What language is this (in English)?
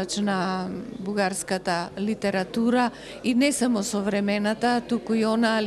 Macedonian